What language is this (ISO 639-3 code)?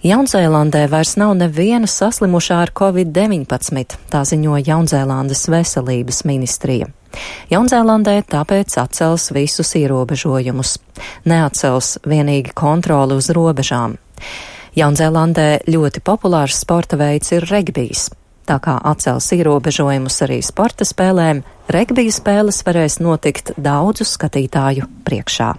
lav